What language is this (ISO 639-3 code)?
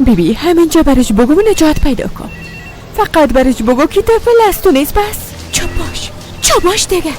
fas